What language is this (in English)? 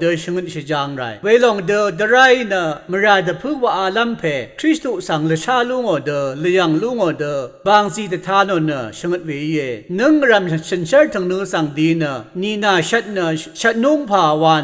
Rawang